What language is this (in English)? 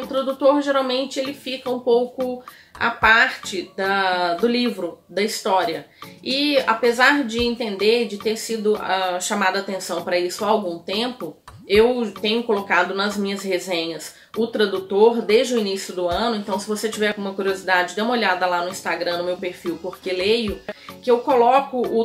Portuguese